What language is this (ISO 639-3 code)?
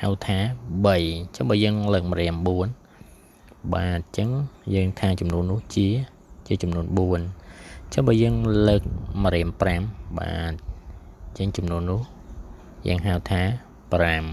khm